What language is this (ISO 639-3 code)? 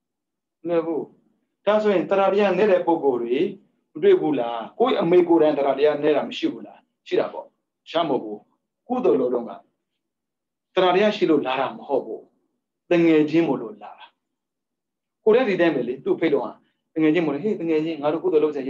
mya